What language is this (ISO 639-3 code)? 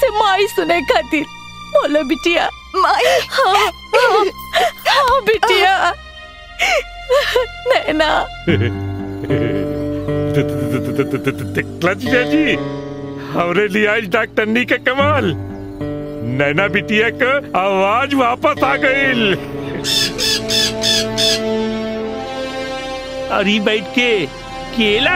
bho